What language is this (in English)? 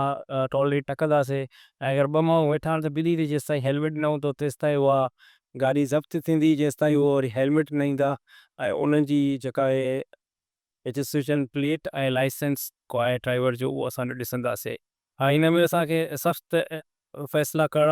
Sindhi